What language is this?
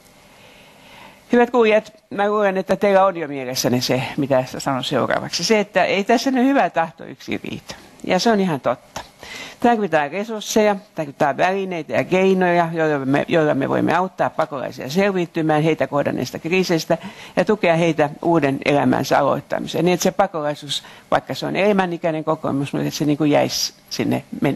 Finnish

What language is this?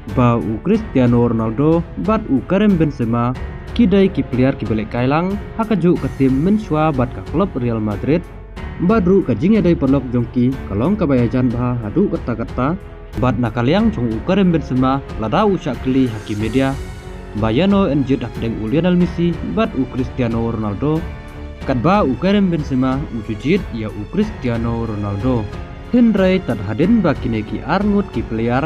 Khasi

